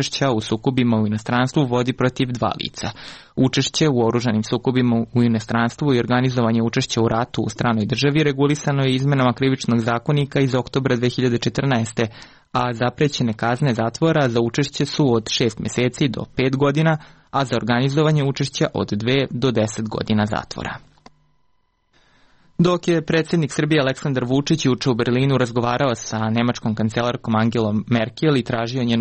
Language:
Serbian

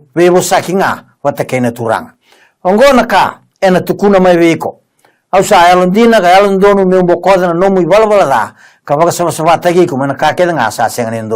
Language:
Fijian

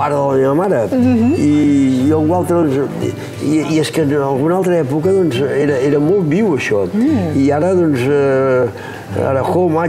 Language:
Catalan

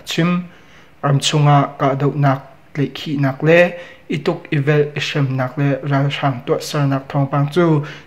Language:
Hakha Chin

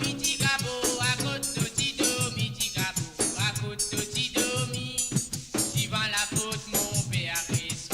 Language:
Morisyen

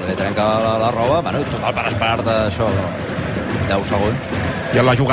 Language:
Catalan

